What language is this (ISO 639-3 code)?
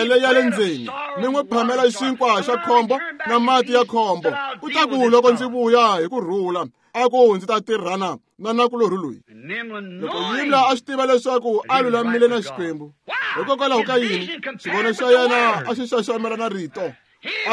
tso